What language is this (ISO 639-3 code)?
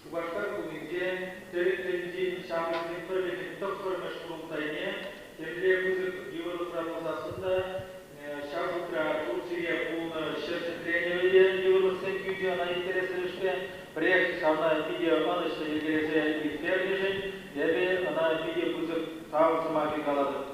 chv